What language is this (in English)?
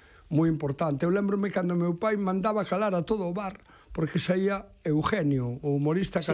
Galician